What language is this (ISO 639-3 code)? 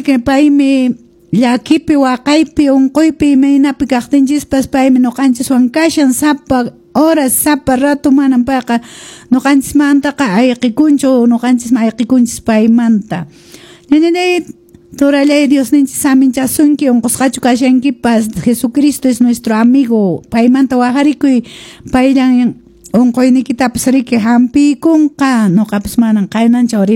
que